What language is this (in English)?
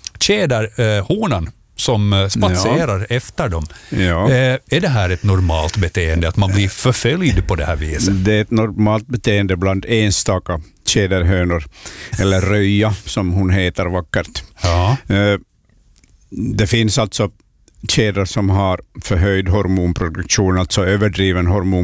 Swedish